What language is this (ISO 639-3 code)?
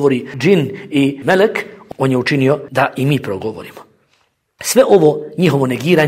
bos